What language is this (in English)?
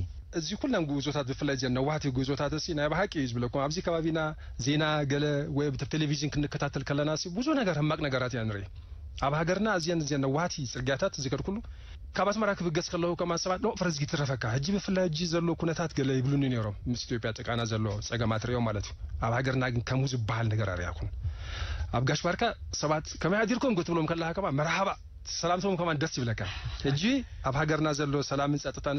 Tigrinya